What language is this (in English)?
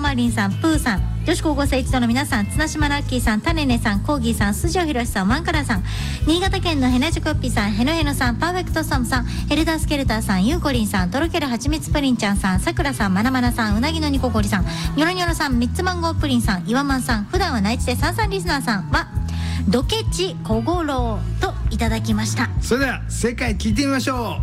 Japanese